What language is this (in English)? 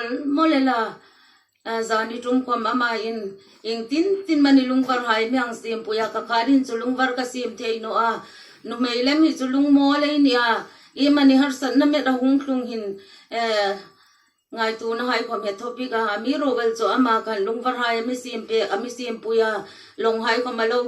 Hmar